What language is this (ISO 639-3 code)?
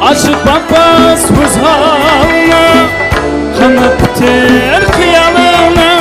kaa